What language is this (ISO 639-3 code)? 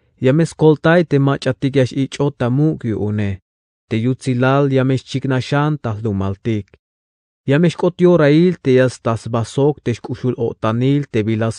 tzh